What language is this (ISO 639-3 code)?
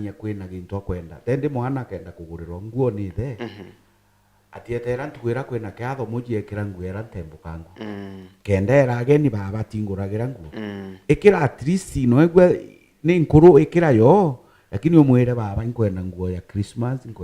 mer